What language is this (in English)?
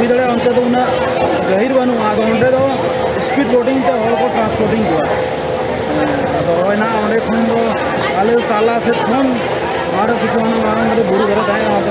Santali